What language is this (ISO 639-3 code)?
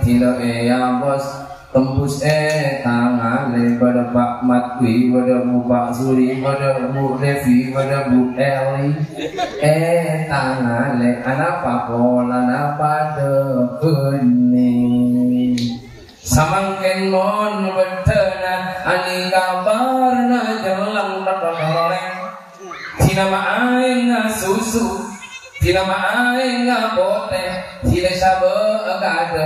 mad